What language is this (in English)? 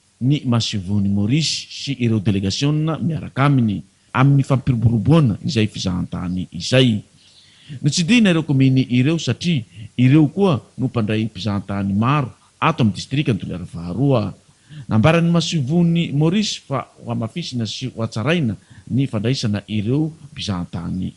Malagasy